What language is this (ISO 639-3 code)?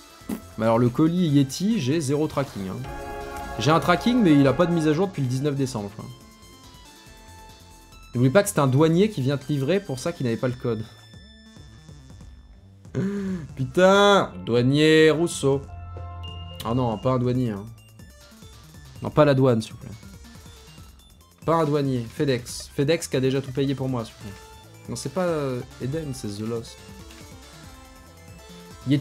fra